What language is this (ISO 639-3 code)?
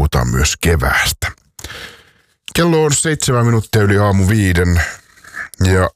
fin